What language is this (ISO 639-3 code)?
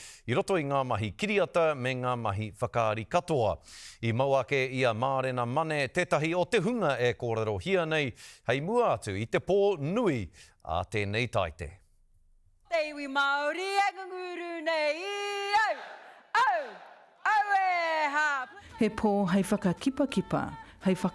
mri